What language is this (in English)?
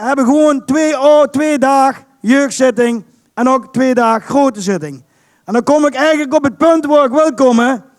Limburgish